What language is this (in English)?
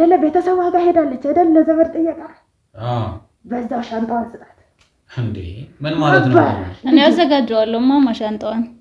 Amharic